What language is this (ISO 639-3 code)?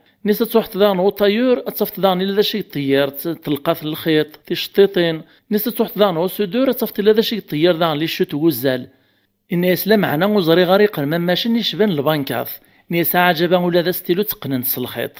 kab